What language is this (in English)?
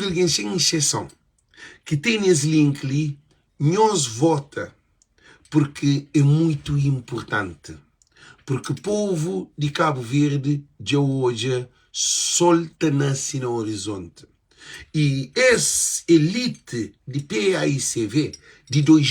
Kabuverdianu